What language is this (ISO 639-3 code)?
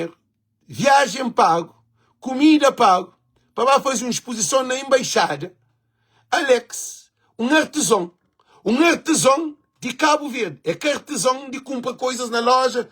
kea